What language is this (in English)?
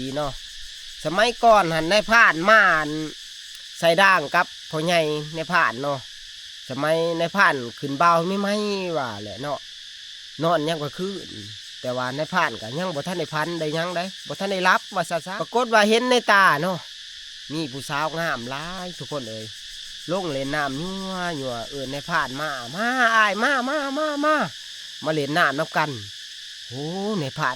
Northeastern Thai